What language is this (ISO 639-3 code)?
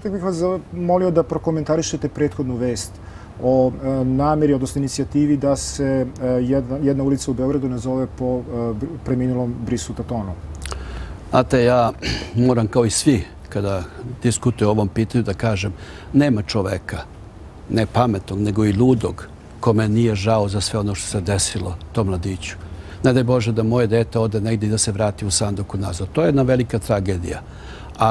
srp